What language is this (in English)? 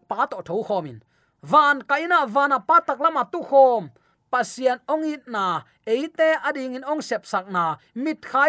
Tedim Chin